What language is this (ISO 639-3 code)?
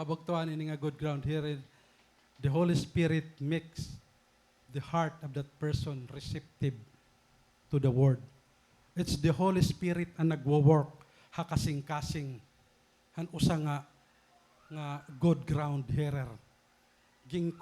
war